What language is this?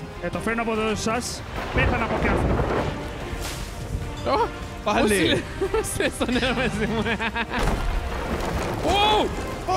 Greek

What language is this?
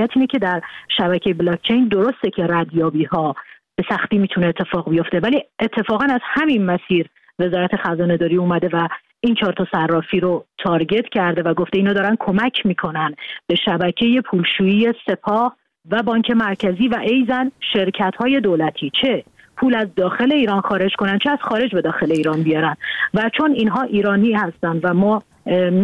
Persian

